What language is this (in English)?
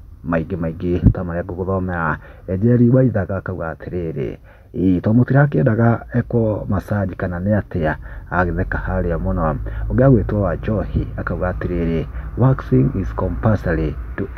Kikuyu